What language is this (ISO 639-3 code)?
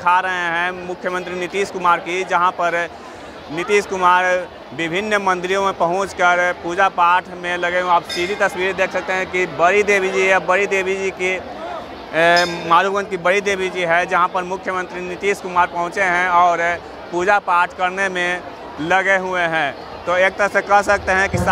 hin